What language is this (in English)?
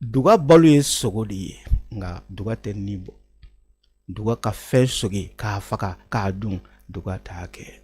Bambara